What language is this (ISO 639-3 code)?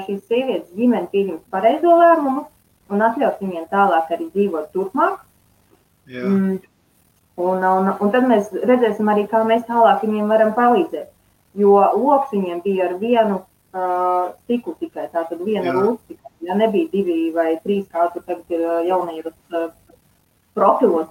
lav